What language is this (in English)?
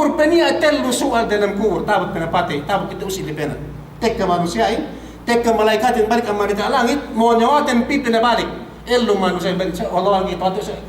Yakan